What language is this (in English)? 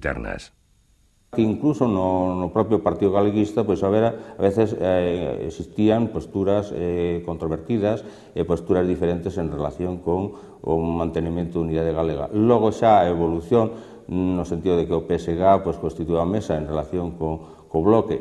Galician